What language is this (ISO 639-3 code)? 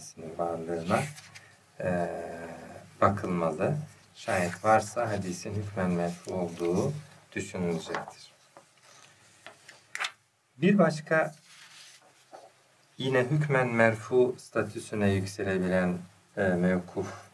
tur